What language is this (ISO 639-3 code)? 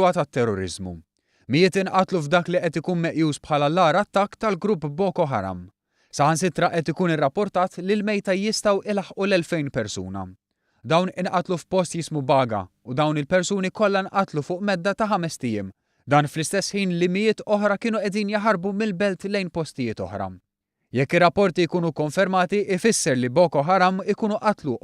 mlt